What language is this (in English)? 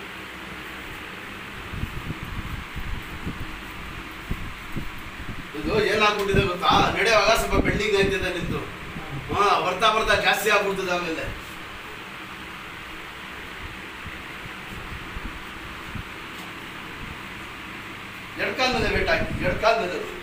Kannada